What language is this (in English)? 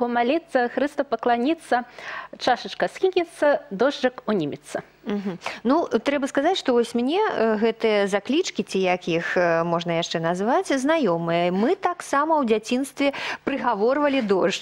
Belarusian